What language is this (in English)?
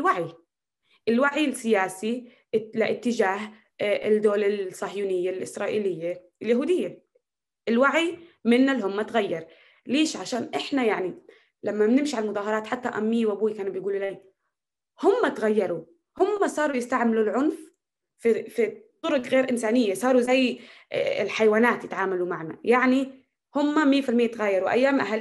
North Levantine Arabic